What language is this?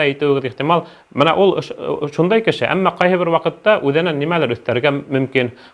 Bashkir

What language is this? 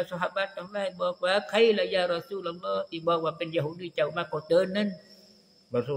Thai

